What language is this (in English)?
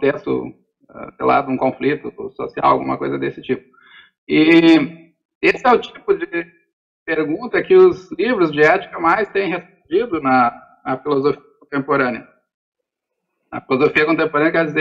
Portuguese